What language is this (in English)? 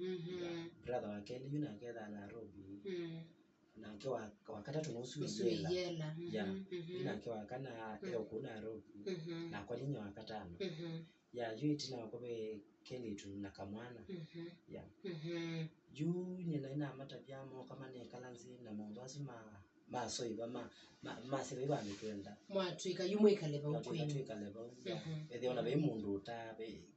Kamba